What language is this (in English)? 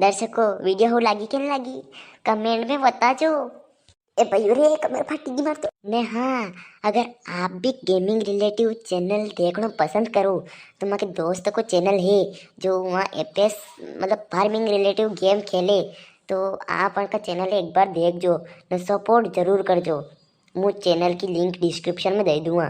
Rajasthani